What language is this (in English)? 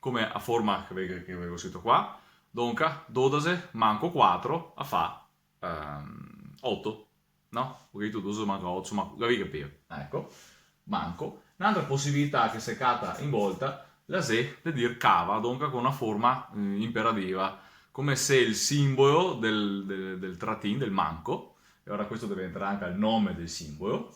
Venetian